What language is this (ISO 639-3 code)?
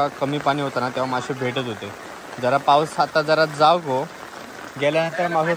mar